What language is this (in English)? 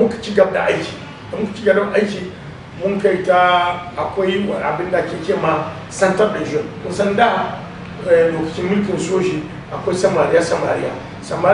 Hausa